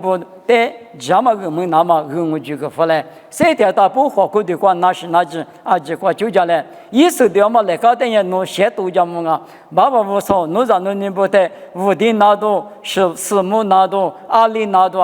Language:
Lisu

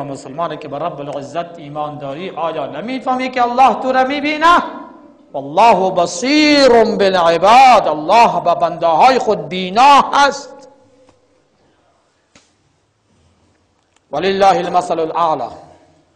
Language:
Persian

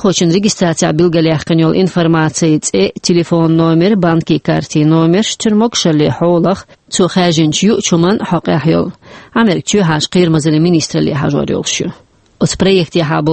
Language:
Chechen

